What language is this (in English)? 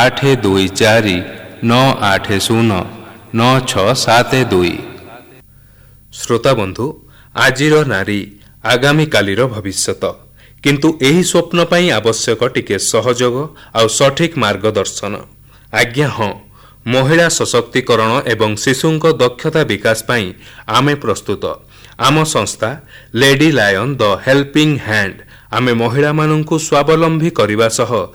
Odia